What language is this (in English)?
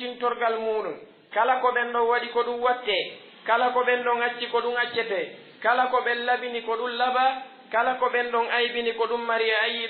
Pular